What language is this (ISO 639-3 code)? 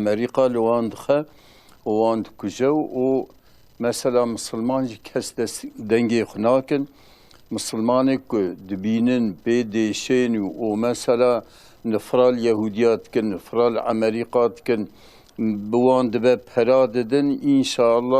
kur